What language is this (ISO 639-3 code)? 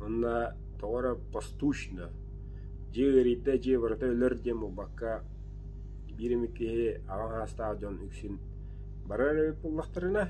sah